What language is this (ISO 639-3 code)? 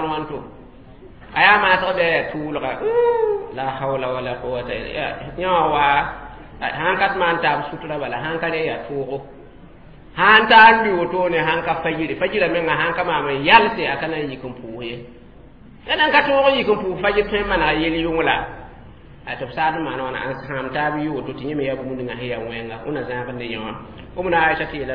mos